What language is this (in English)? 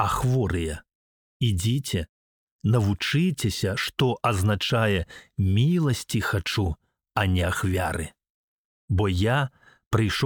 Belarusian